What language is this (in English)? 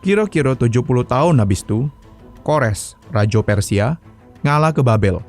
Musi